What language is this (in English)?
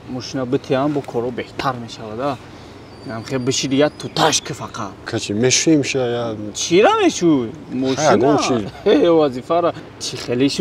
Tajik